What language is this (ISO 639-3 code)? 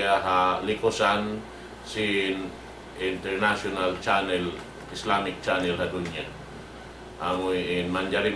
tsg